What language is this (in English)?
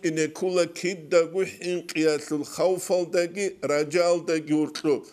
Avaric